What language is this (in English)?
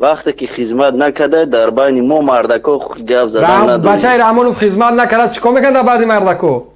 Tajik